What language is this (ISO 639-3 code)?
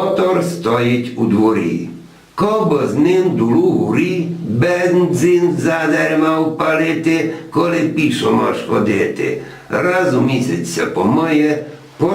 rue